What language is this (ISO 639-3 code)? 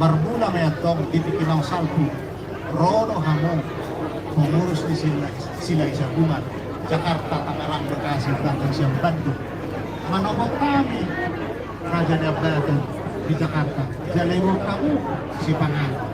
bbc